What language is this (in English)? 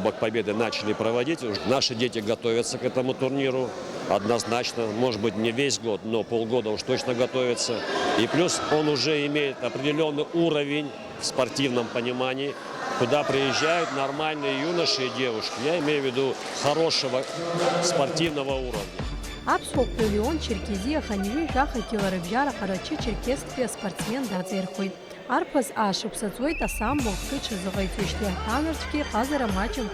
Abkhazian